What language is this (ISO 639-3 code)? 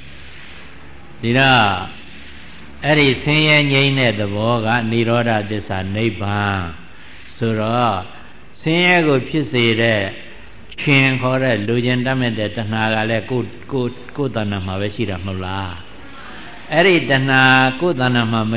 mya